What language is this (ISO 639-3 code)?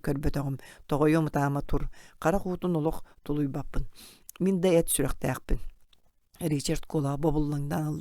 sah